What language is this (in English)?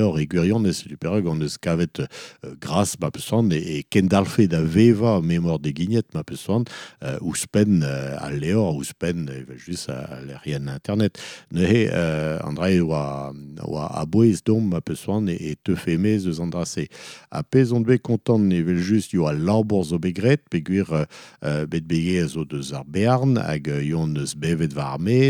Breton